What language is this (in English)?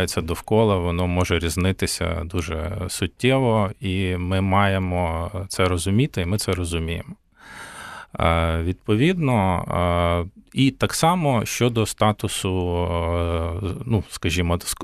Ukrainian